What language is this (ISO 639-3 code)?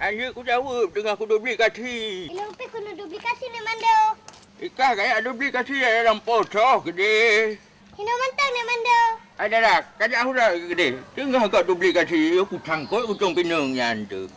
ace